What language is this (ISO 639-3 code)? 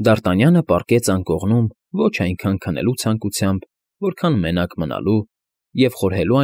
hye